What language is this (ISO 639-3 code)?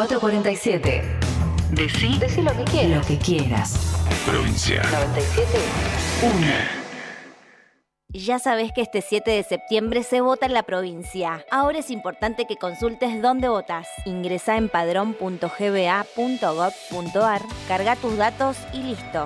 spa